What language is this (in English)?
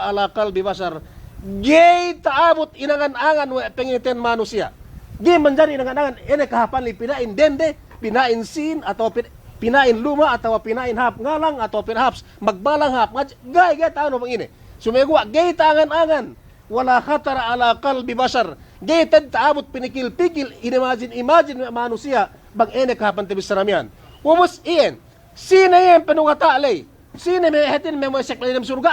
Yakan